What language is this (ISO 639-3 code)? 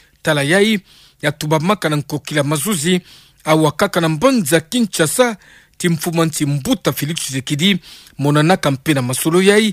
ktu